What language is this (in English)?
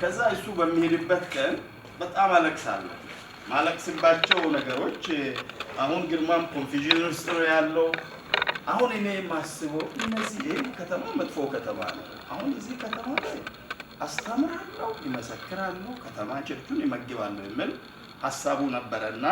Amharic